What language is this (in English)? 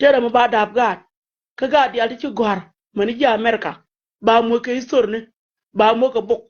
Nuer